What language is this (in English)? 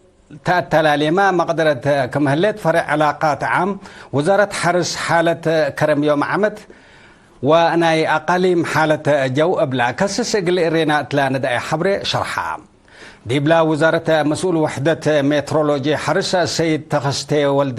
Tigre